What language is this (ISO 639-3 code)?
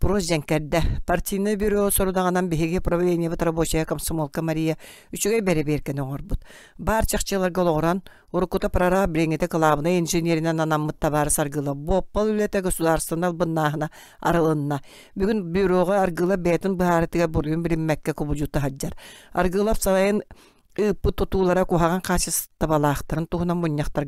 sah